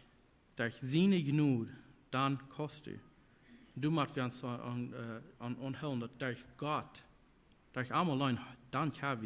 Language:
Plautdietsch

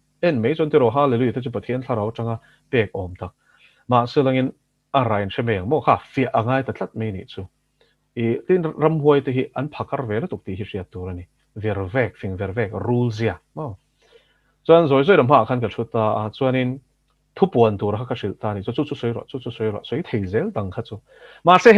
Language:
Mizo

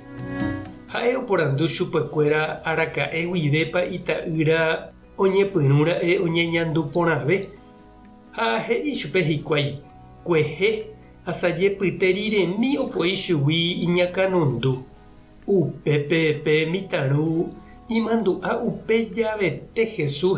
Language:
Guarani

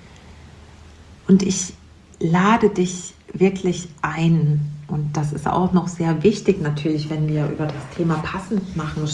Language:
German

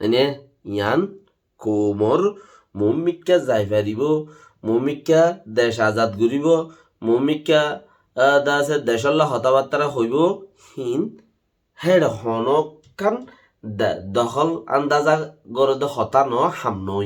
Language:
Rohingya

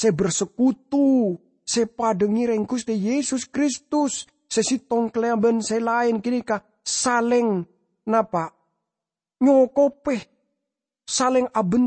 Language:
Madurese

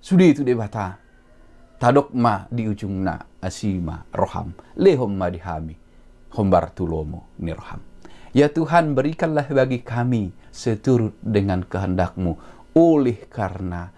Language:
Batak Toba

